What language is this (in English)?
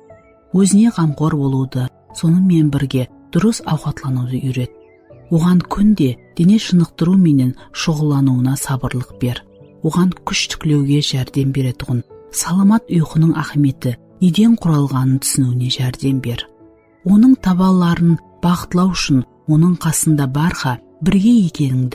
Kara-Kalpak